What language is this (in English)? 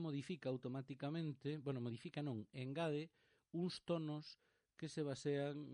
Galician